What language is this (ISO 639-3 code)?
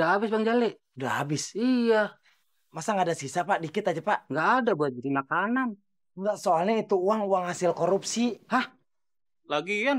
bew